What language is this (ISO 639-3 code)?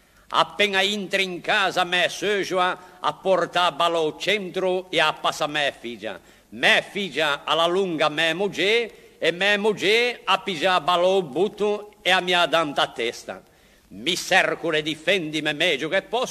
lij